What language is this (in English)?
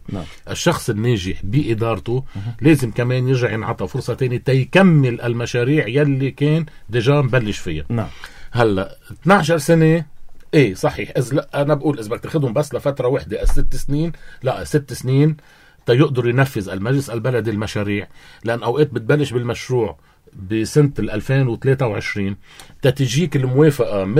North Levantine Arabic